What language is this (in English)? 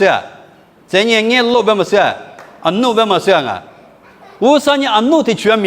Lisu